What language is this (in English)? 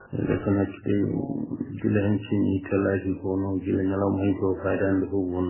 Fula